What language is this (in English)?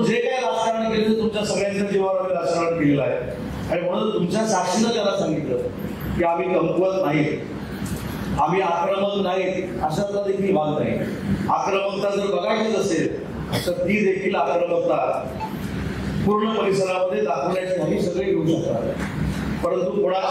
Marathi